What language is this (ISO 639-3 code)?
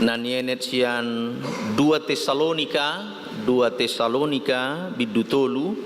bbc